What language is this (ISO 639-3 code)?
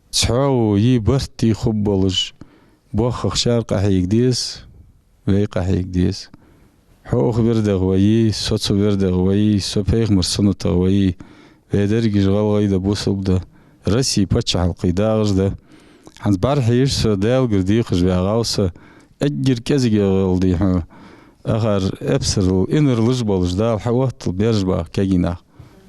inh